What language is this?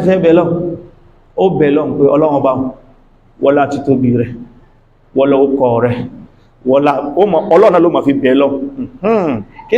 Yoruba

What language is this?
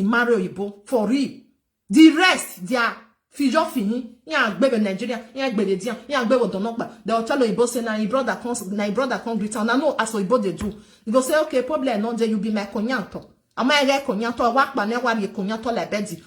Nigerian Pidgin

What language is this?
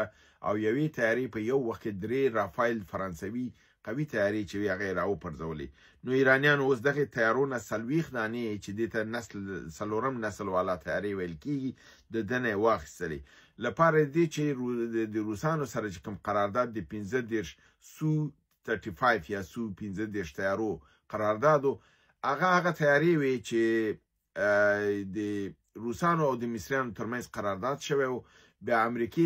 Pashto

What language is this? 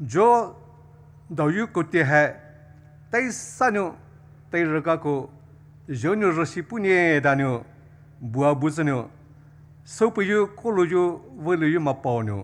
Poumei Naga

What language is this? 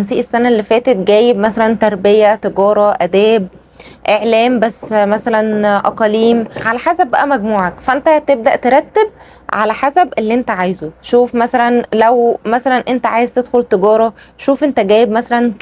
Egyptian Arabic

